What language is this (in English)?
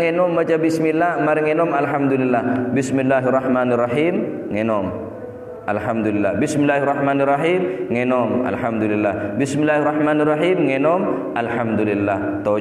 Madurese